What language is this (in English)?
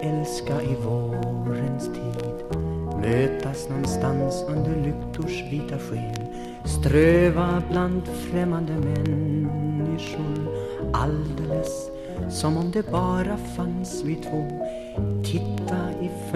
Swedish